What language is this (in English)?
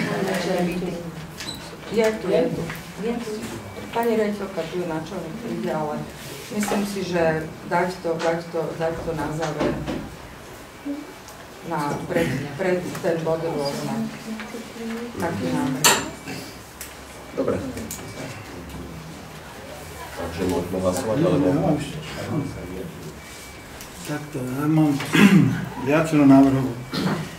Slovak